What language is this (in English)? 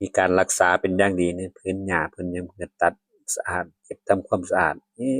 Northeastern Thai